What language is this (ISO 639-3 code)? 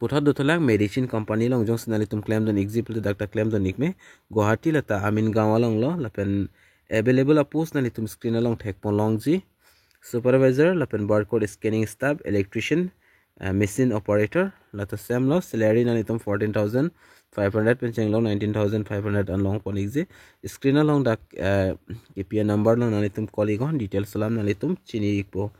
mjw